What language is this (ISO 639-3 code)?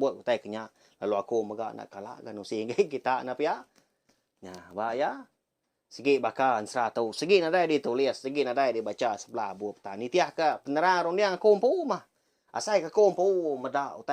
iba